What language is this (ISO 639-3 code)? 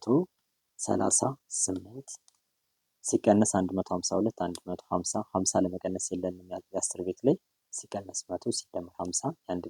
amh